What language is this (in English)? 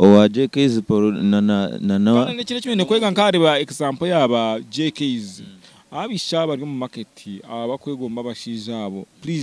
Nyankole